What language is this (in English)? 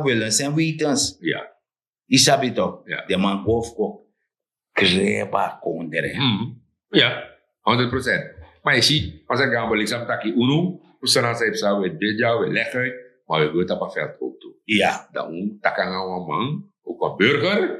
Sranan Tongo